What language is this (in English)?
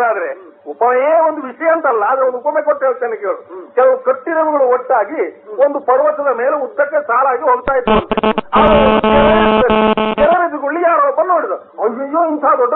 Kannada